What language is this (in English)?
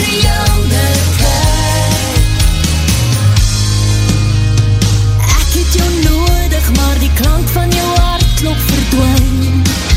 Afrikaans